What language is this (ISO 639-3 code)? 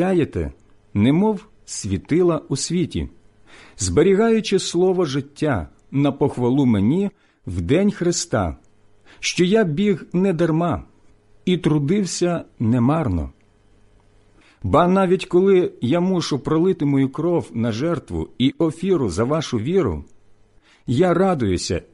ukr